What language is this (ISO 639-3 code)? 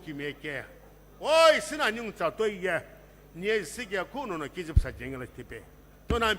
nsm